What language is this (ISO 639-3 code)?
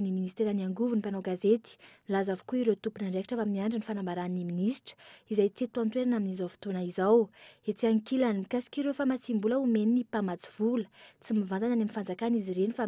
mlg